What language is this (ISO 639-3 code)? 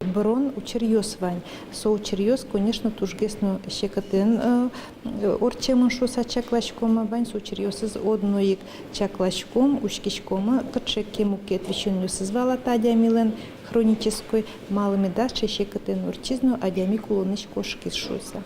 udm